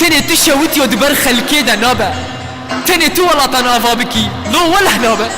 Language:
Kurdish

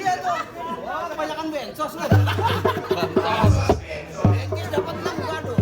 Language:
Betawi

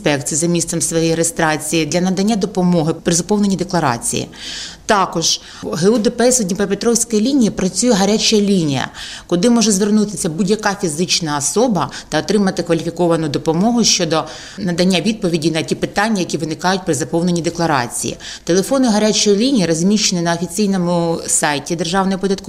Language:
Ukrainian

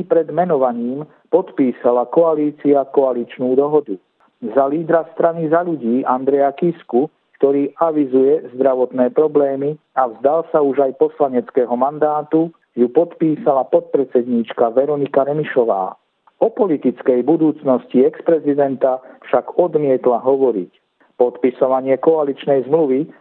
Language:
Slovak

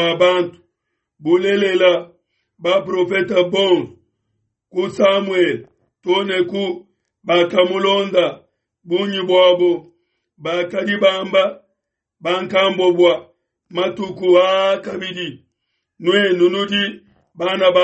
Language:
Luba-Lulua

